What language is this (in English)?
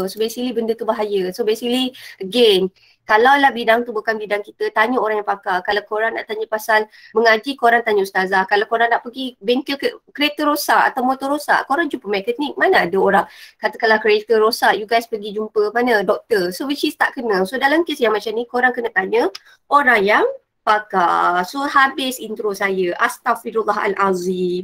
Malay